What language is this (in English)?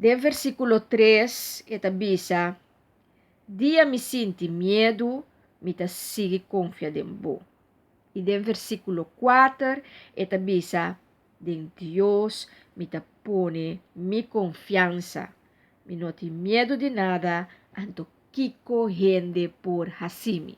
Papiamento